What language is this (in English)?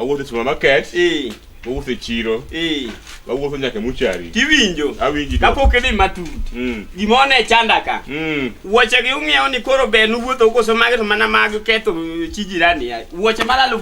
Luo (Kenya and Tanzania)